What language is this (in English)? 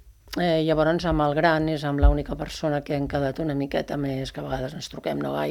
Catalan